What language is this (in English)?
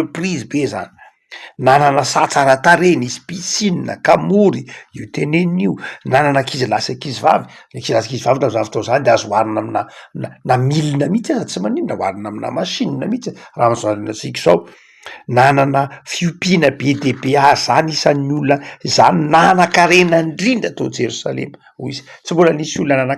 Malagasy